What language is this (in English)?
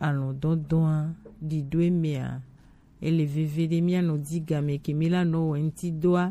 Gen